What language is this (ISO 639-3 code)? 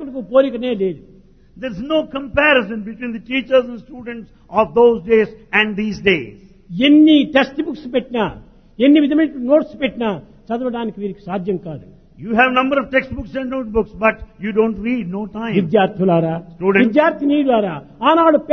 tel